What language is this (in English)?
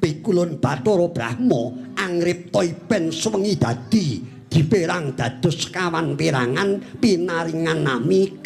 Javanese